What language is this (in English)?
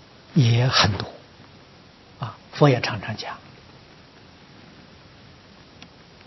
Chinese